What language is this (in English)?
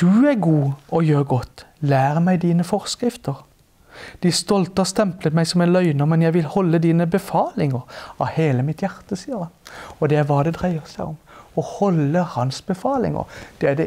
Norwegian